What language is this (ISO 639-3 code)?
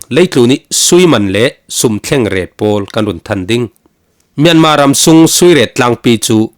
cfm